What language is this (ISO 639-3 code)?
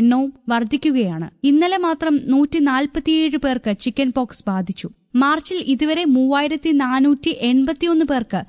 mal